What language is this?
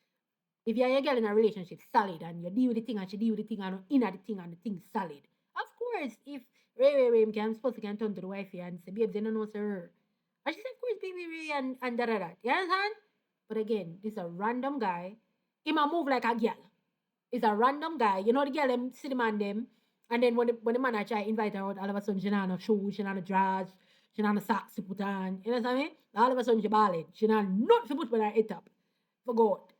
Jamaican Creole English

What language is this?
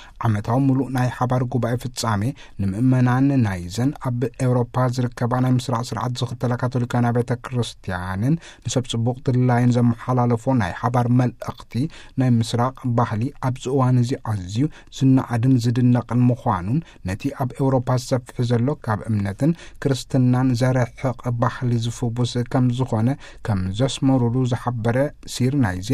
Tigrinya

